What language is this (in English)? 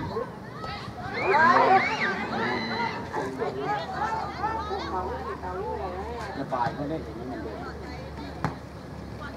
Thai